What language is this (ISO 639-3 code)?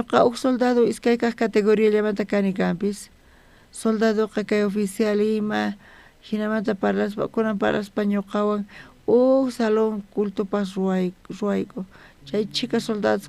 quh